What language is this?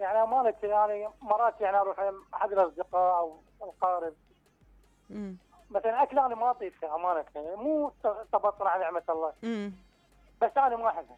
Mesopotamian Arabic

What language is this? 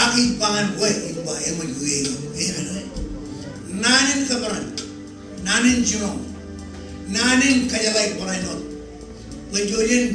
Marshallese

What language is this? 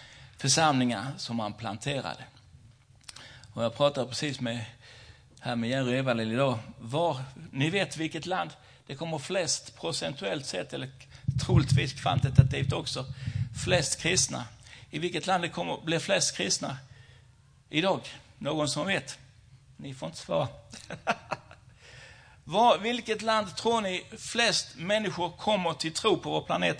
Swedish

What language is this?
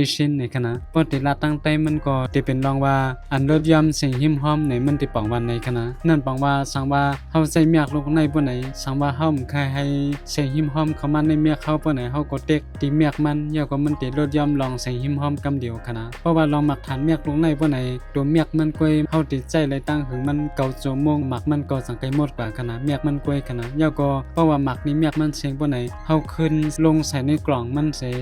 Shan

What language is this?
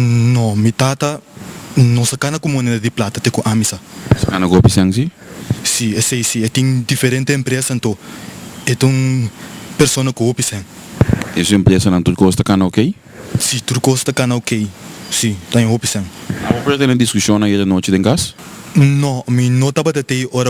Papiamento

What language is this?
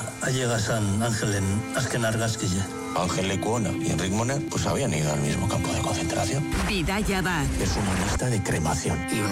Basque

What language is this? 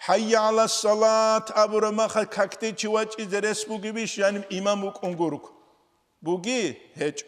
Avaric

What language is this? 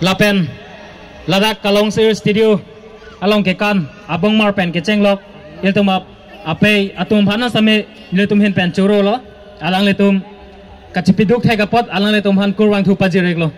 Karbi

